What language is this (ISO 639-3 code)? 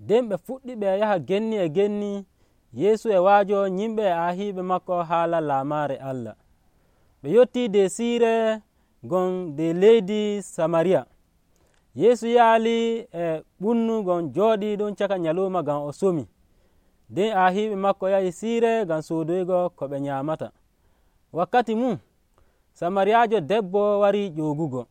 fuv